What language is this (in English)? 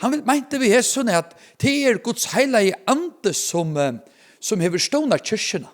Faroese